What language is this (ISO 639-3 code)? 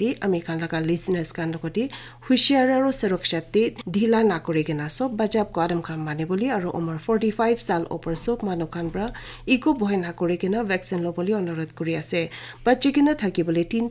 nag